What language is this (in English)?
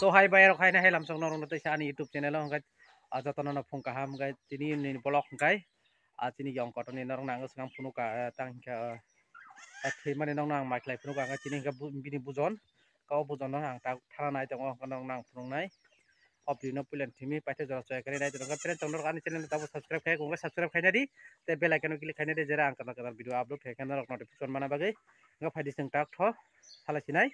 Kok Borok